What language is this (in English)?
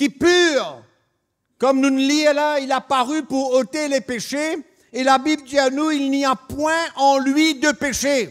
Morisyen